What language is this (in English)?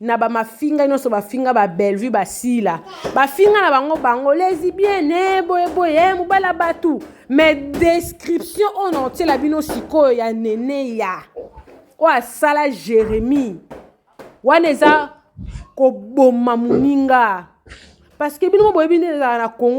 Lingala